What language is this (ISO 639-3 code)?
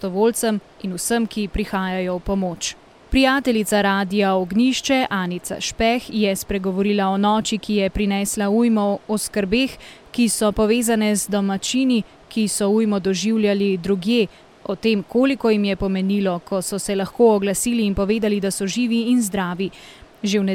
slv